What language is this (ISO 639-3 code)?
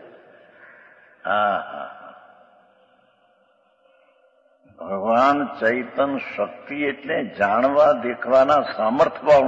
guj